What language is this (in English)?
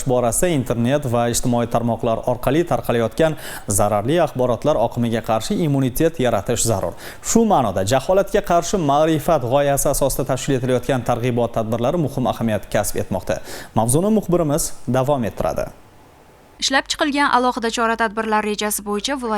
Uzbek